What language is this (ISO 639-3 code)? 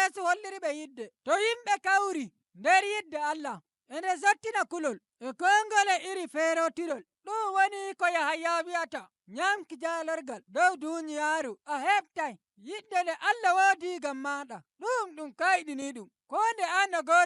fuv